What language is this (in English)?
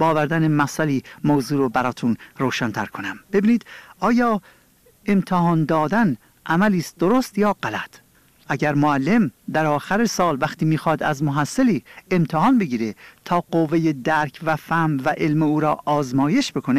Persian